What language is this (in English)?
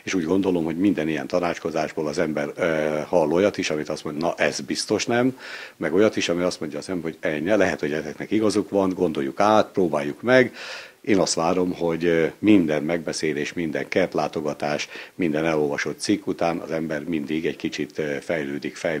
Hungarian